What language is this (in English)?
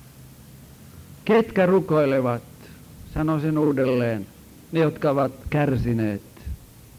Finnish